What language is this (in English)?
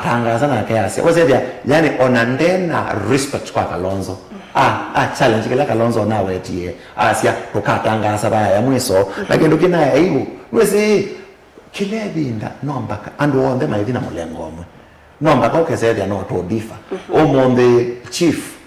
Kamba